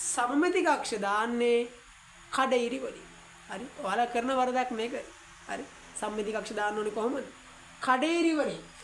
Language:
Sinhala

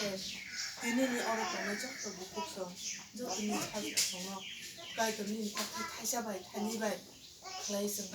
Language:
Kok Borok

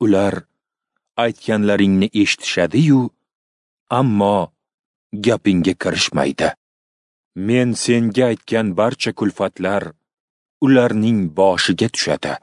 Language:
Uzbek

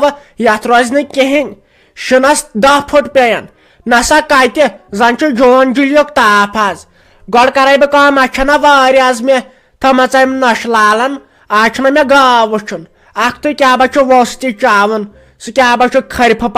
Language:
Kashmiri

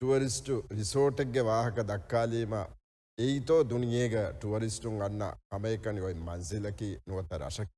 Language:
Divehi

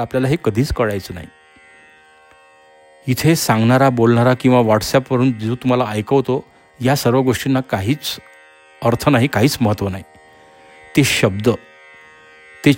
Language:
Marathi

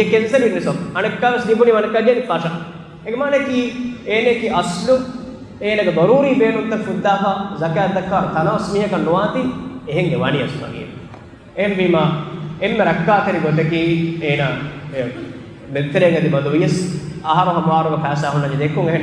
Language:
Divehi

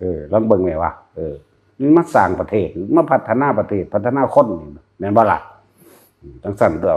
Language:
Northeastern Thai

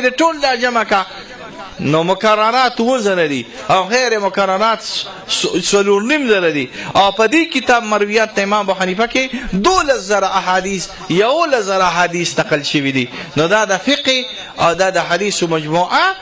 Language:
Pashto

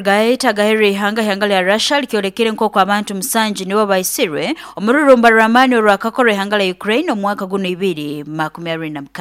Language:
Nyoro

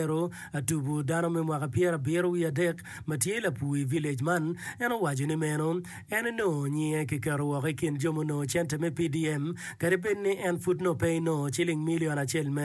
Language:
Acoli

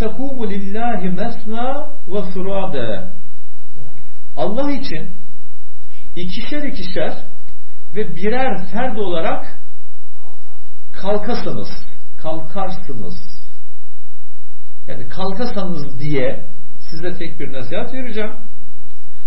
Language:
Turkish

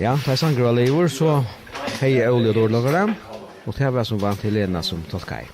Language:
Faroese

